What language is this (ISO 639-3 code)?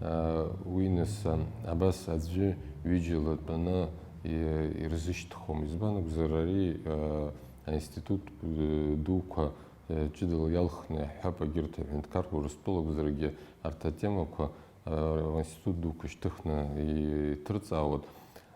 abk